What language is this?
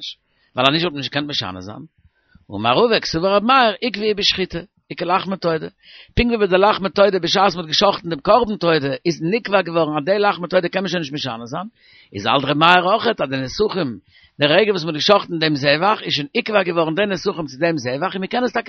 Yiddish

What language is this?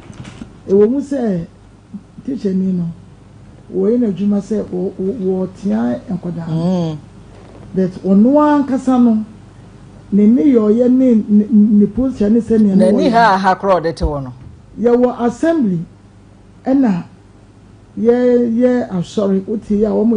Akan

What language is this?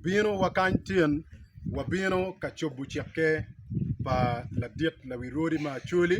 Acoli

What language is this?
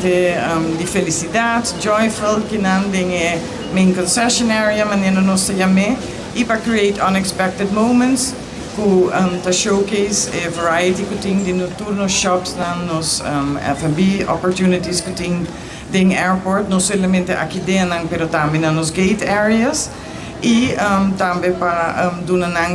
Papiamento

